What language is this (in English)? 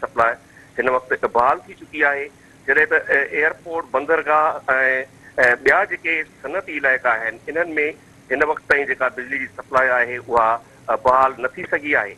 Sindhi